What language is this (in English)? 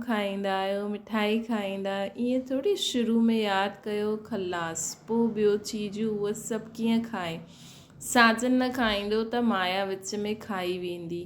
Sindhi